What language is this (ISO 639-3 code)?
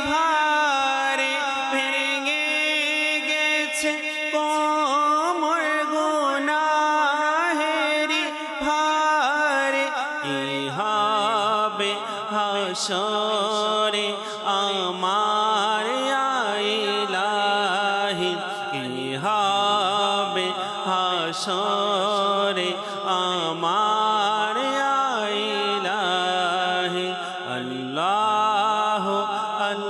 ben